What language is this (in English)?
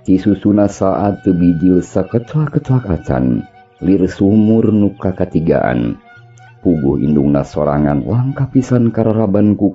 Sundanese